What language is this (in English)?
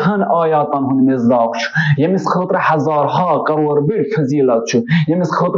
Kashmiri